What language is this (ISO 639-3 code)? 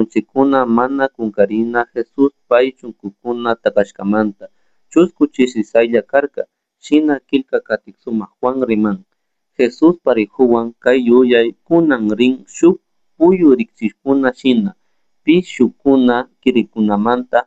qug